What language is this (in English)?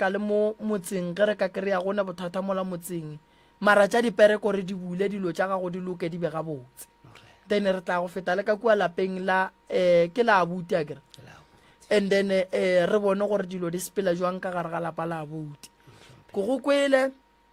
Northern Sotho